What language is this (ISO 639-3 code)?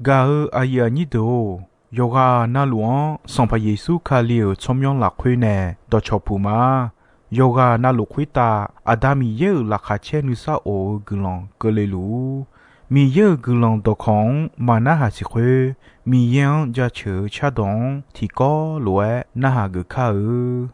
ahk